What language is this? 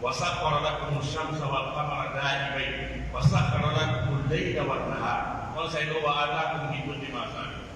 Pular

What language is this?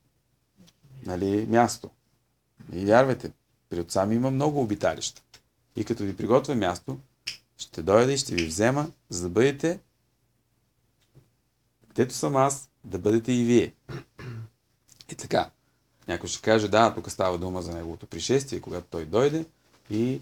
Bulgarian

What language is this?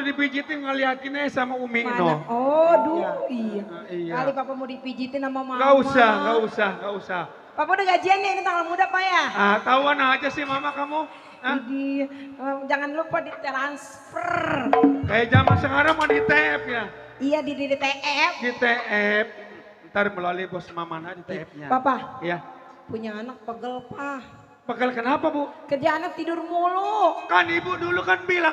Betawi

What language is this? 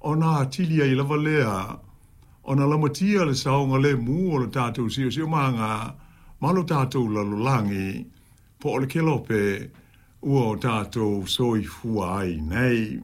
Samoan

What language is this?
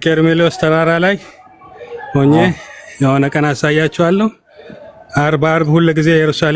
Amharic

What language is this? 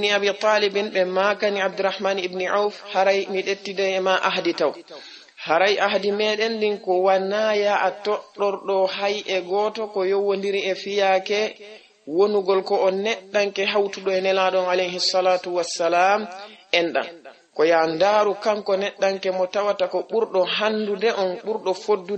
Fula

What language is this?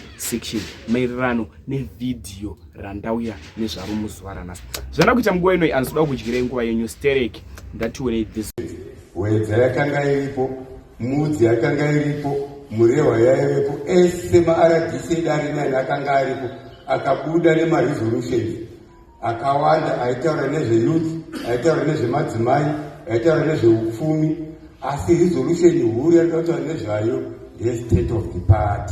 Shona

